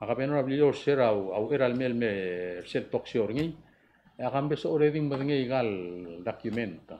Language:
Palauan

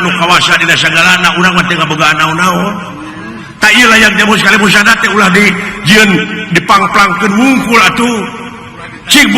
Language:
Sundanese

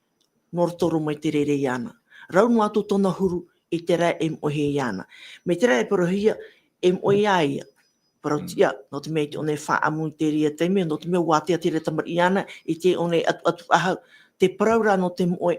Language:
Tahitian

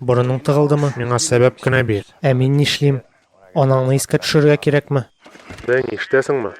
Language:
Tatar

